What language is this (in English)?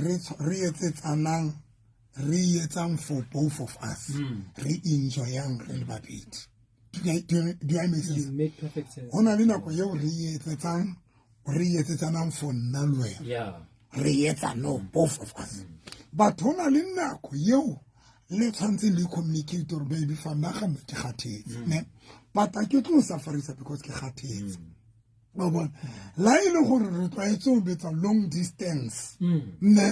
Southern Sotho